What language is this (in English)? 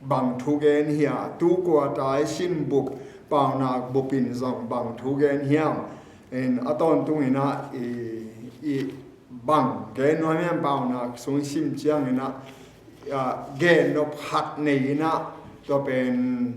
Tedim Chin